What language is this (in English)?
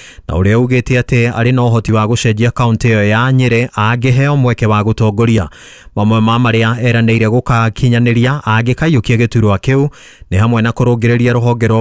Kikuyu